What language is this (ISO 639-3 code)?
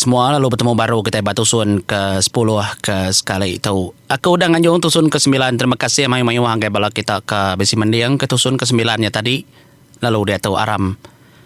iba